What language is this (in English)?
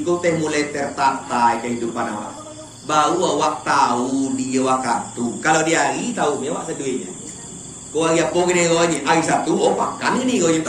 Minangkabau